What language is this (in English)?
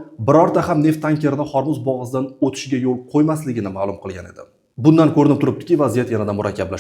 Uzbek